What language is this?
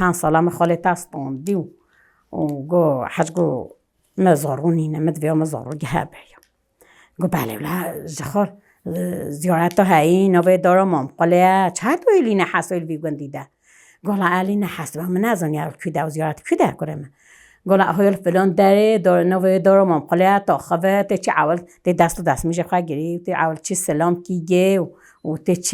Kurdish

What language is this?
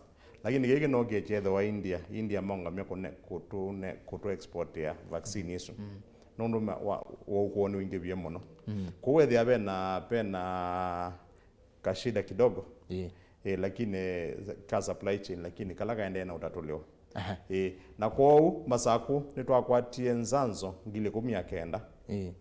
Kamba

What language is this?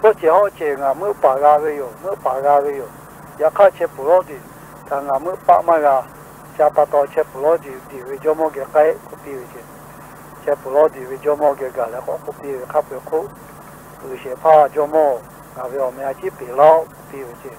Lahu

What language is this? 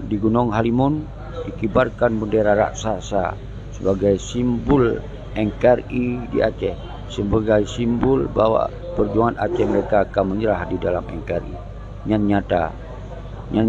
Achinese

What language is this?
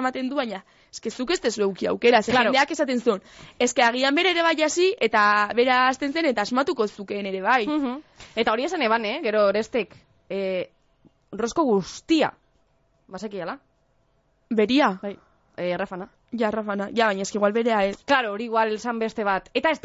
Basque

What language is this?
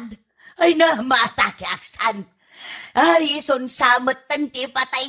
Iloko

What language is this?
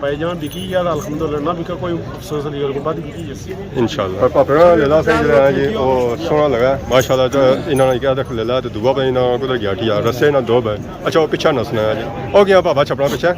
Pahari-Potwari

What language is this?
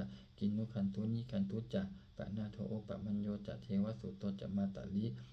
Pali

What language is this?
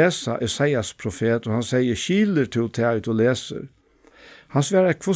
Faroese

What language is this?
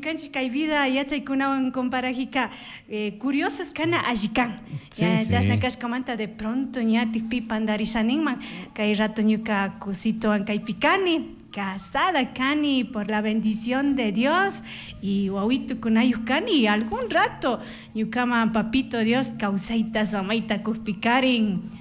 Chimborazo Highland Quichua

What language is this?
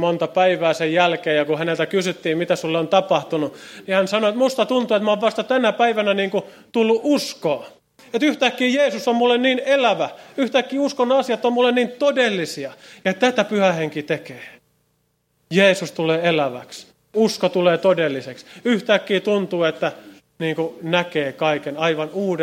Finnish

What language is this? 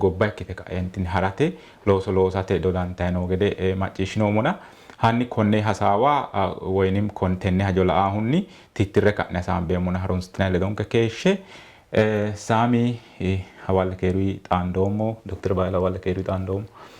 Sidamo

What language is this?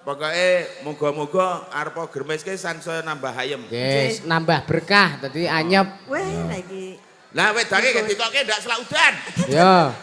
Javanese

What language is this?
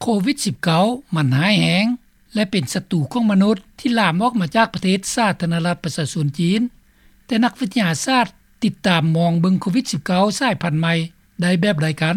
Lao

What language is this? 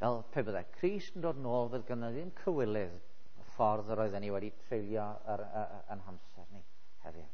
Welsh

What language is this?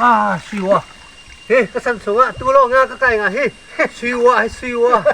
Falam Chin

